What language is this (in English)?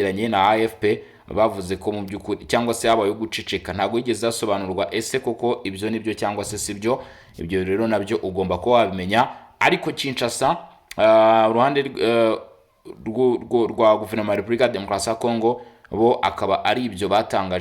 Kinyarwanda